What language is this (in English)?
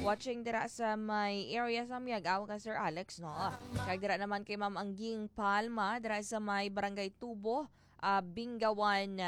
Hiligaynon